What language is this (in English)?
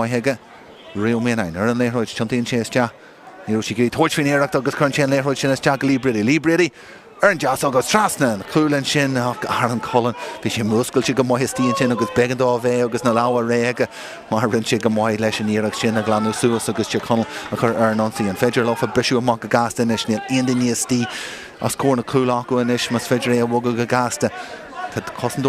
Irish